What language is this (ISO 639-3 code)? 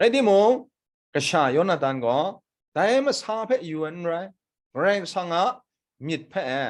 kac